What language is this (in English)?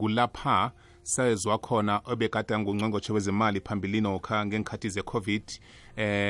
South Ndebele